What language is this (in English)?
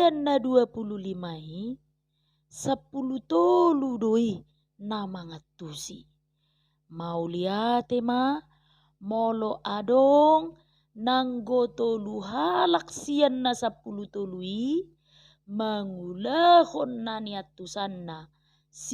Batak Toba